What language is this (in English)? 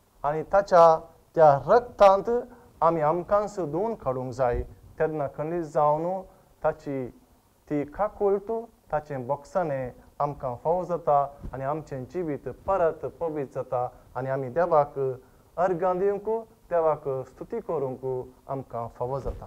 Konkani